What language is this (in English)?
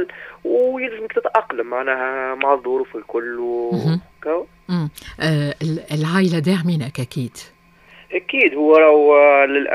Tunisian Arabic